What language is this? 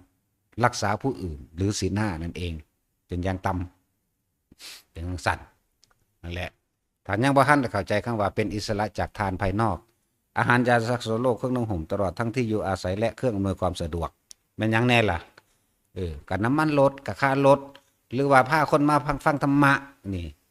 Northeastern Thai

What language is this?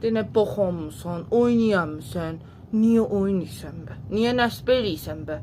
South Azerbaijani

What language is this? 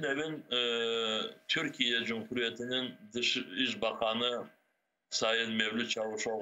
Crimean Tatar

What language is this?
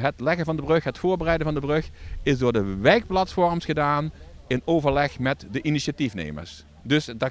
Dutch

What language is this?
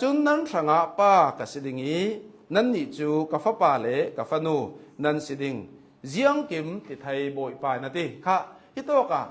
Hakha Chin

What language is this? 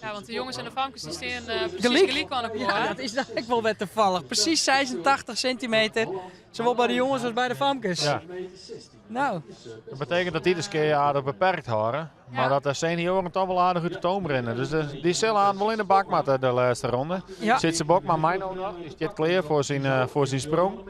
Western Frisian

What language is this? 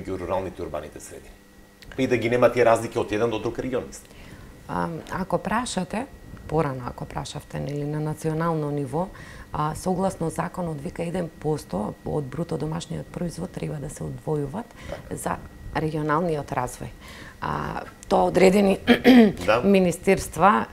Macedonian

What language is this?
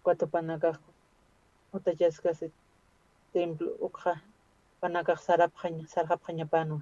Aymara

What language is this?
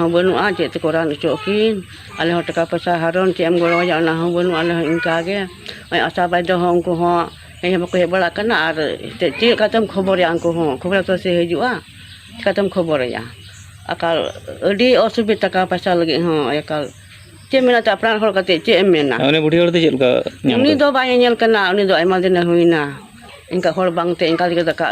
Santali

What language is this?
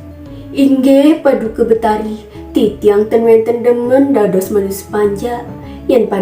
Balinese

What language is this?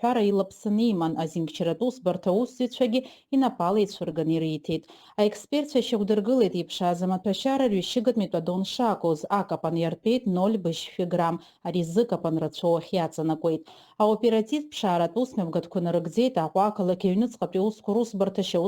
Abkhazian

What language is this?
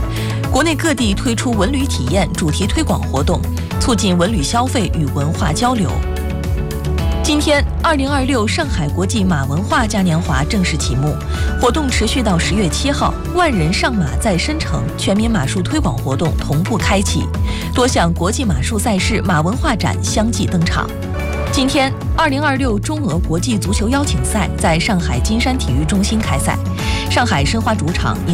Chinese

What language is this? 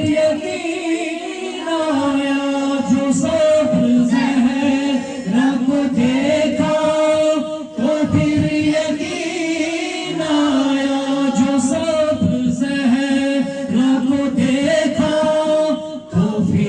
Kashmiri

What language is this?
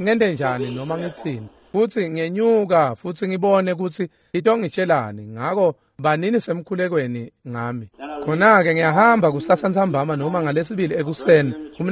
Swati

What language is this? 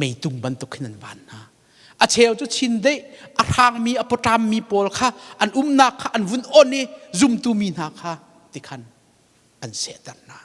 Hakha Chin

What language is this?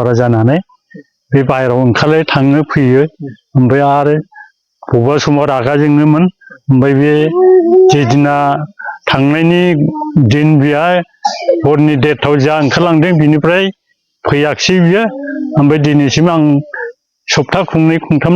Bodo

